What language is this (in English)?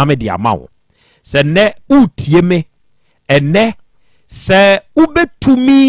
Akan